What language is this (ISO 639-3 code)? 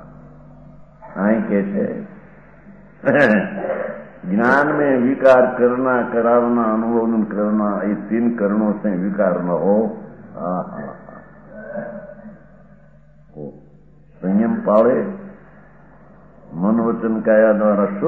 guj